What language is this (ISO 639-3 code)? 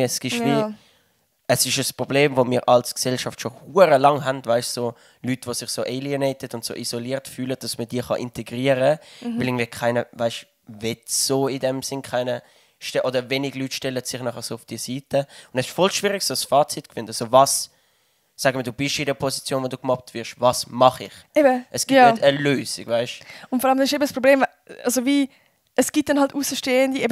gsw